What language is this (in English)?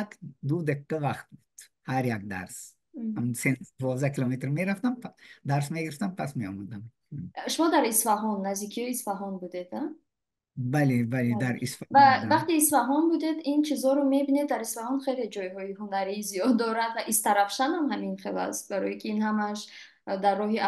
Tajik